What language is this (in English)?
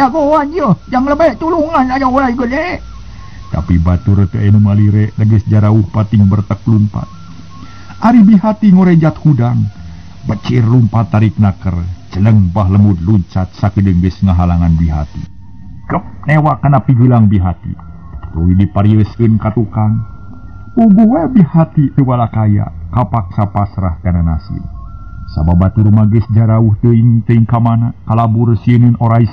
Sundanese